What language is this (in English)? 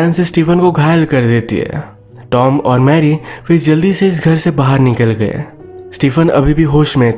Hindi